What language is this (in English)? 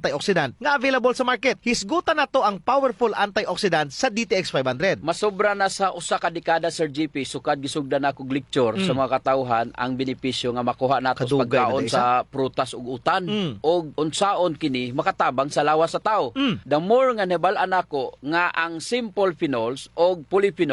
Cebuano